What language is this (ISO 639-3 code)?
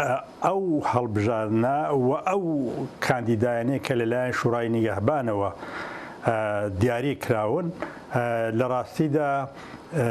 ckb